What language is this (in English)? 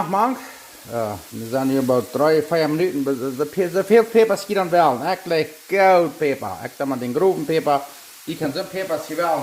Plautdietsch